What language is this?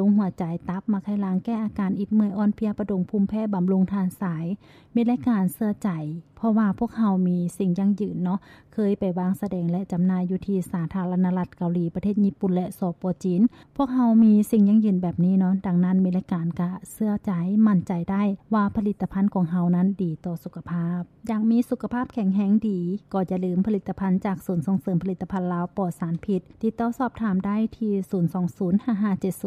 Lao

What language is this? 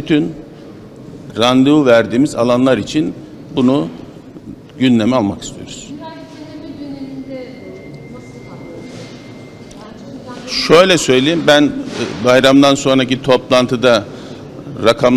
Turkish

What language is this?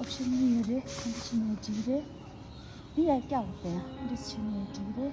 Tibetan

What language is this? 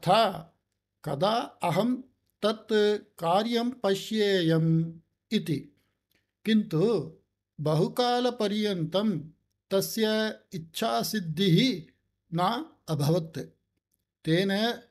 Sanskrit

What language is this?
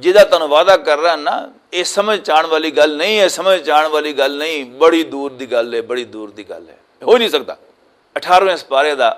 Western Panjabi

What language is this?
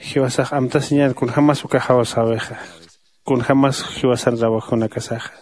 Aymara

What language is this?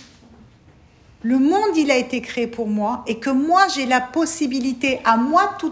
French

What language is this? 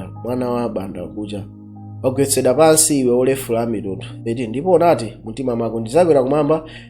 Nyanja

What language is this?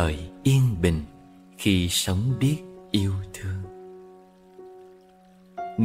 Vietnamese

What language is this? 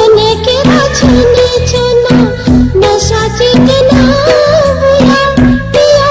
Newari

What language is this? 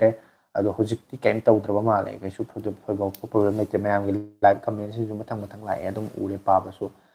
Manipuri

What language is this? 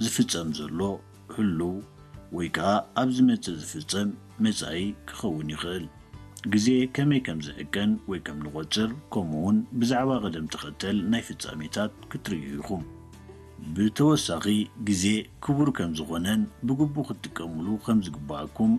Tigrinya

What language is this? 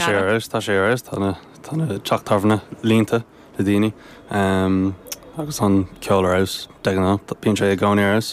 Irish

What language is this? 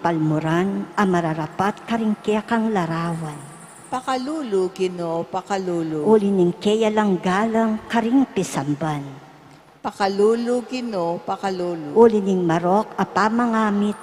Pampanga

